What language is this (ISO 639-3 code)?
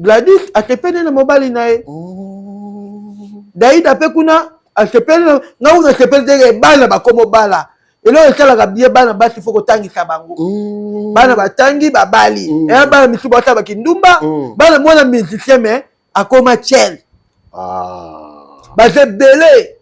lin